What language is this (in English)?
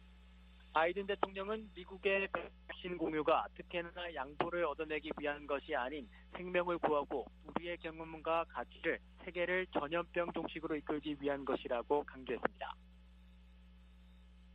Korean